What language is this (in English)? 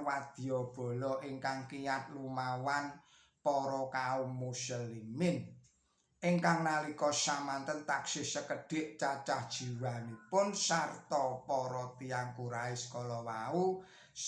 Javanese